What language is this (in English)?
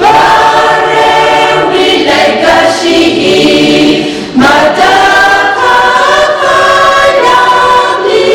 Tangkhul Naga (India)